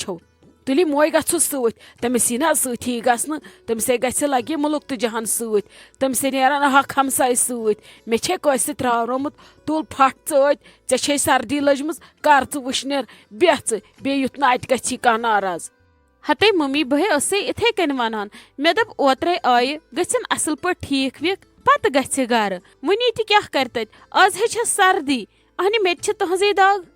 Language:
Kashmiri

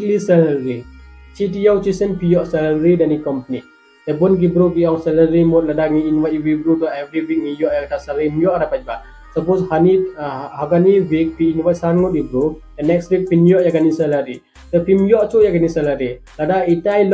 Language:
Khasi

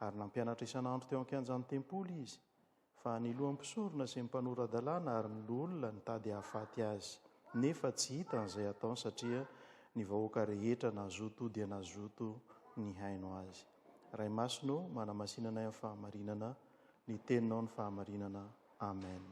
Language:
Malagasy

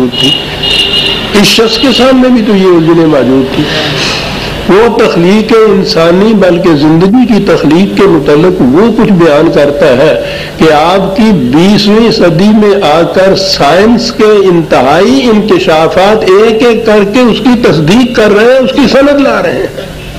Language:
Urdu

